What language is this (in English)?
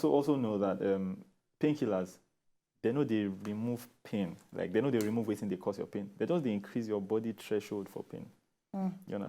Nigerian Pidgin